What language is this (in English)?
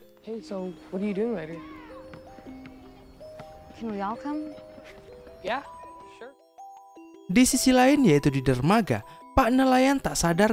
Indonesian